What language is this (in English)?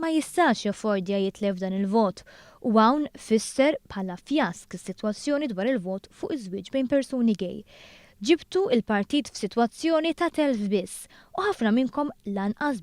Maltese